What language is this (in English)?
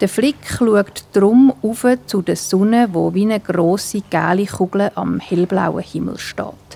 Swiss German